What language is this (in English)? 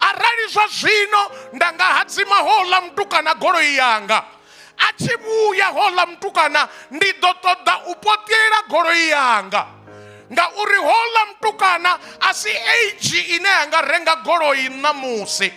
Venda